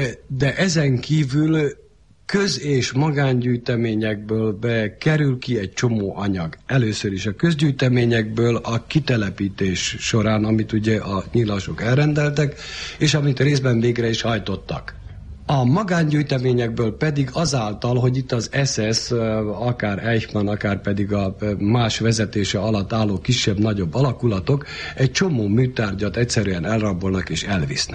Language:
Hungarian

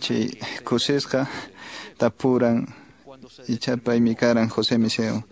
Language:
Quechua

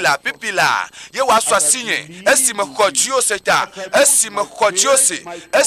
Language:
Ewe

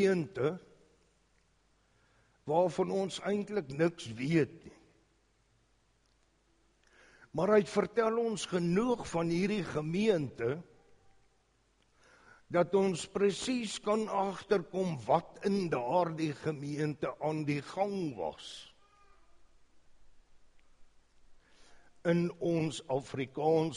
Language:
Afrikaans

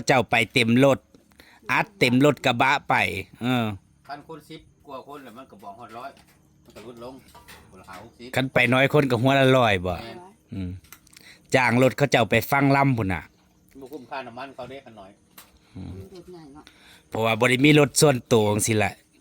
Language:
Northeastern Thai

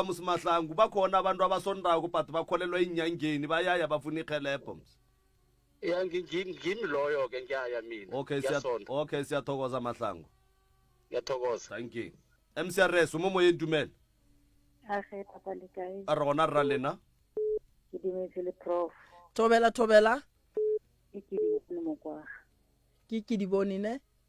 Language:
Northern Sotho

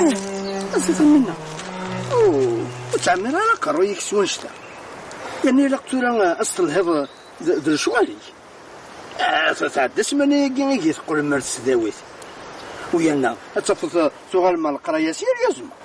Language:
Kabyle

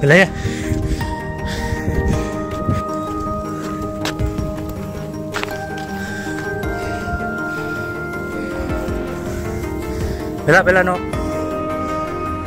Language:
Marathi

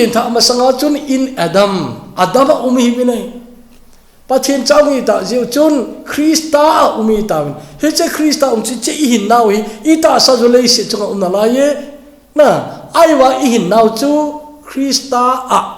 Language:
Thado Chin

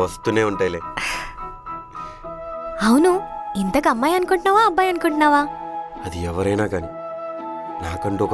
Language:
Telugu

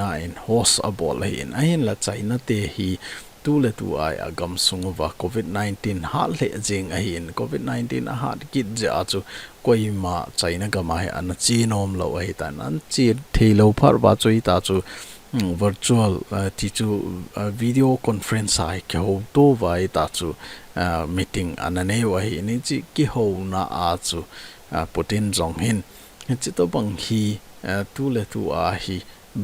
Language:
Thado Chin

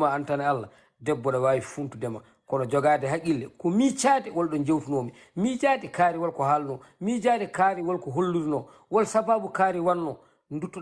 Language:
Fula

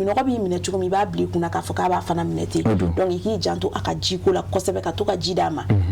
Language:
Bambara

